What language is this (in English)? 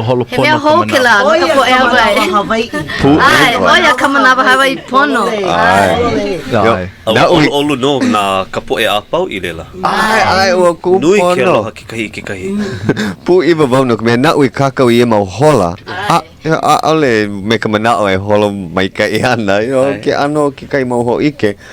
Hawaiian